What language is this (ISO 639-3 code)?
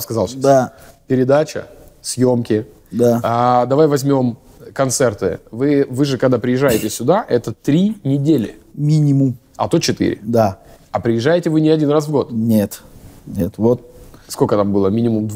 rus